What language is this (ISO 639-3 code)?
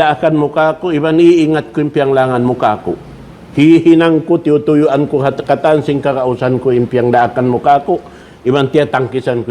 tsg